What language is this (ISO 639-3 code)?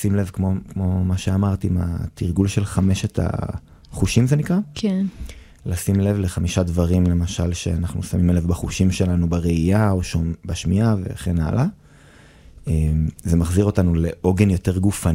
heb